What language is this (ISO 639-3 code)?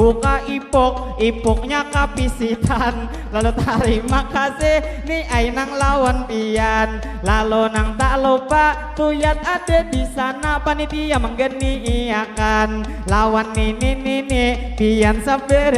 bjn